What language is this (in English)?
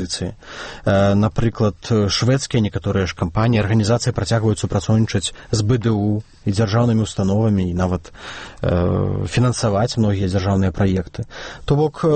Belarusian